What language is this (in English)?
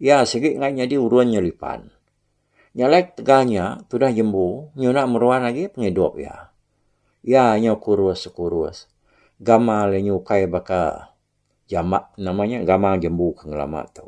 Iban